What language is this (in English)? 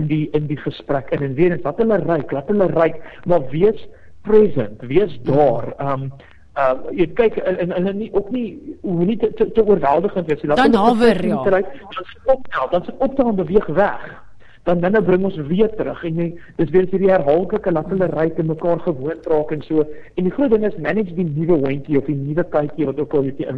Afrikaans